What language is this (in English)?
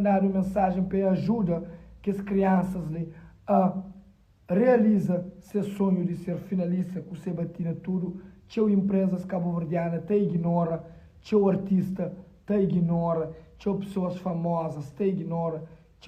Kabuverdianu